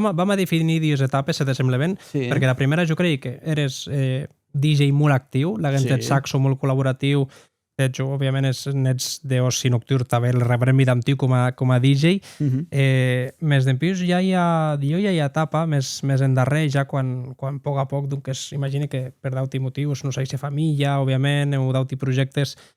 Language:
Occitan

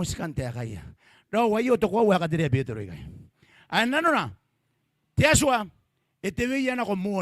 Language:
Gilbertese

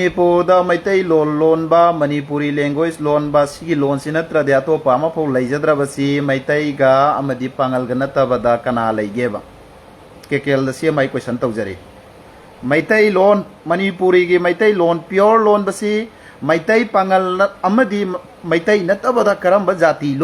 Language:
Manipuri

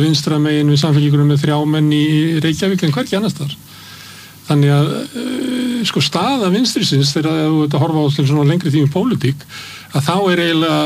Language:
Icelandic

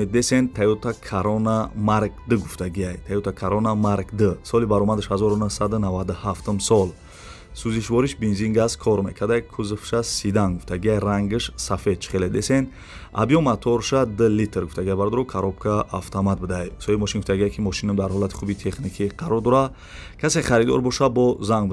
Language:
Tajik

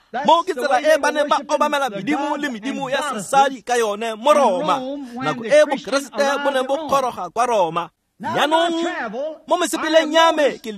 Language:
Tswana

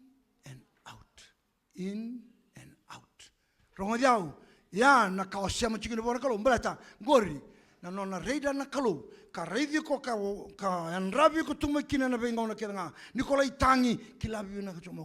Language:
Fijian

